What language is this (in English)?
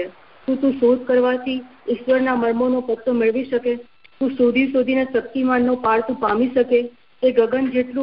Gujarati